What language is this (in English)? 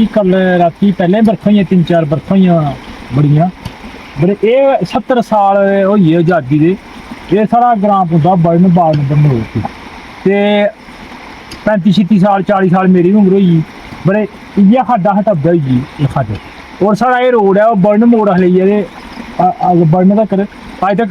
Dogri